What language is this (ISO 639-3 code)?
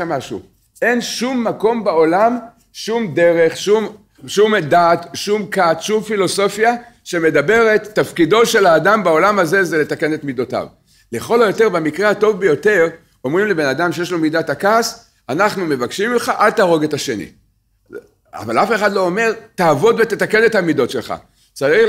heb